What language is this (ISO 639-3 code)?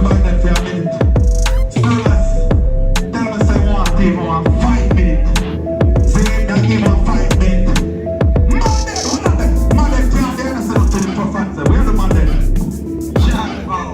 jam